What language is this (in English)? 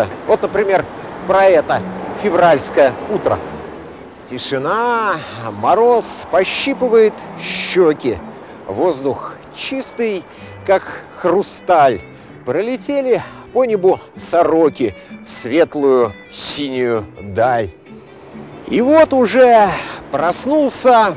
Russian